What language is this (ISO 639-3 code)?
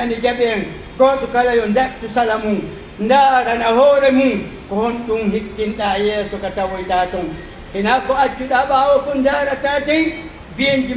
fuf